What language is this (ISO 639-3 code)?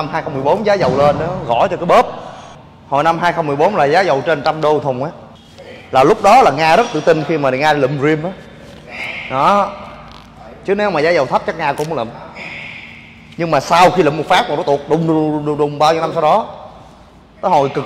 vie